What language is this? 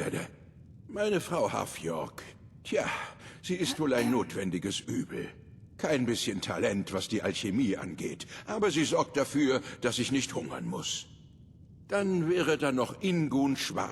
Bavarian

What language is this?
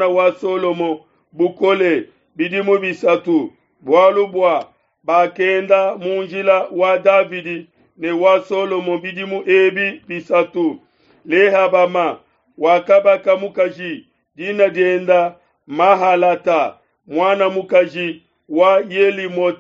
Luba-Lulua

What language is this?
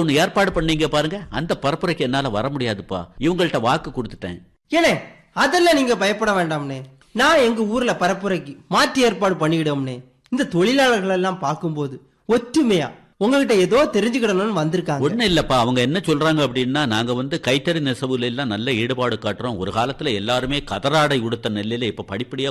Tamil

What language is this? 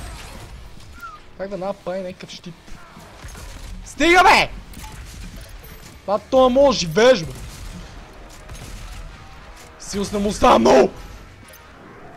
Bulgarian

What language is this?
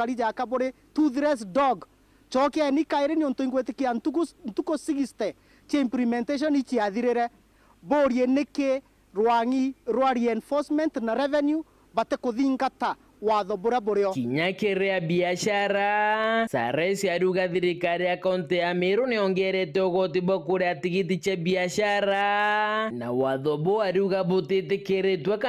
Meru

